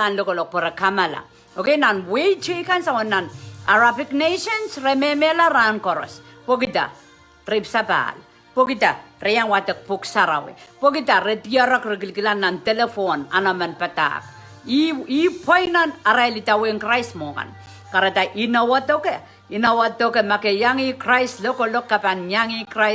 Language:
Pohnpeian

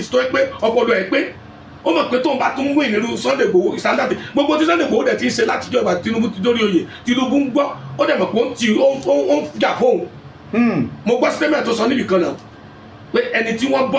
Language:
Yoruba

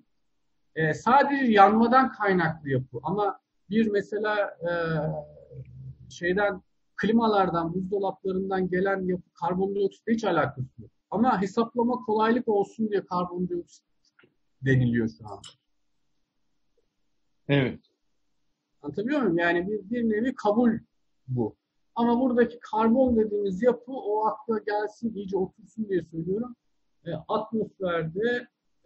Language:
Turkish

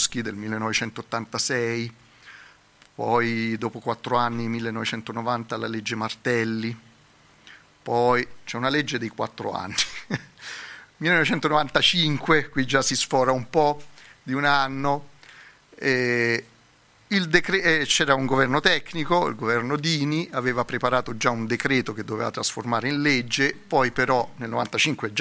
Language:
Italian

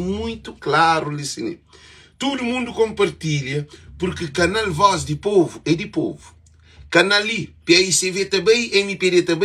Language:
Kabuverdianu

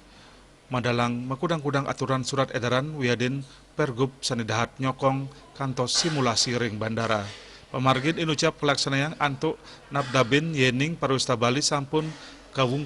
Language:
Balinese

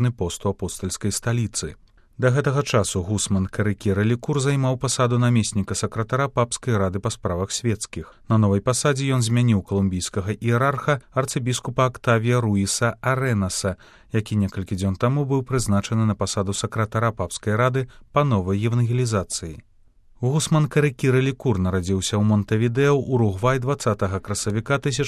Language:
Belarusian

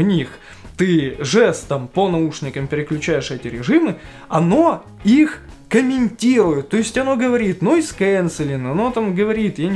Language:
Russian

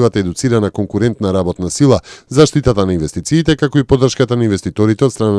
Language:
Macedonian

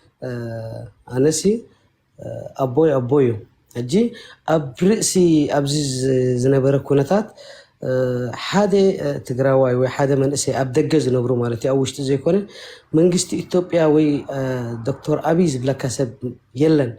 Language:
Tigrinya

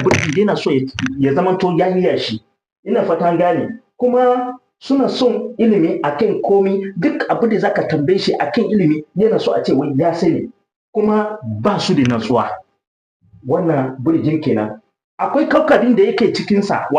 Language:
Hausa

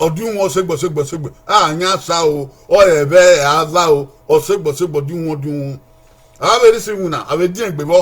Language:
Bini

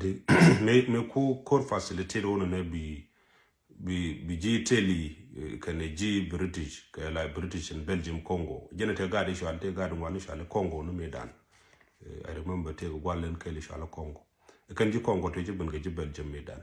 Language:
Nuer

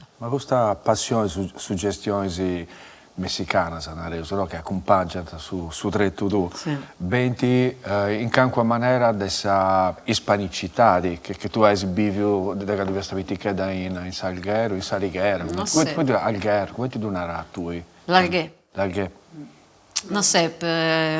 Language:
Sardinian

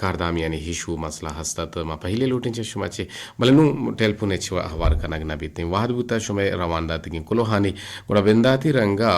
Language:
Eastern Balochi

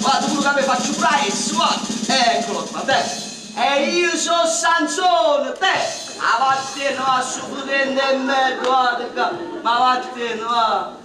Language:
Neapolitan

